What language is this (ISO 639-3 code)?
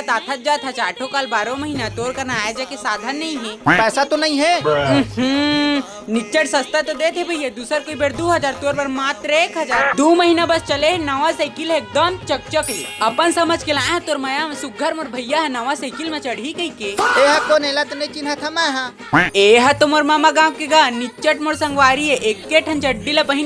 hne